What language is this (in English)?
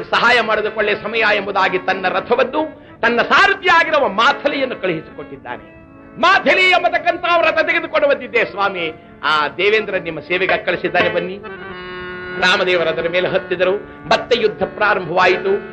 Kannada